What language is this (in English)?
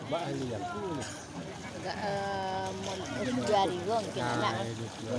Minangkabau